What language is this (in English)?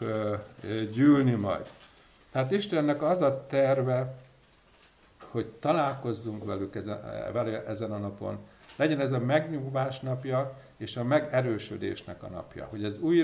Hungarian